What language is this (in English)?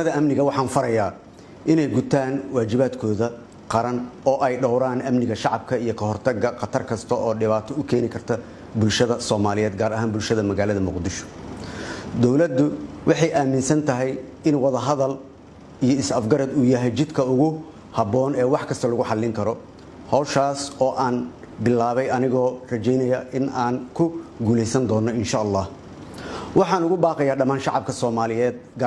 Somali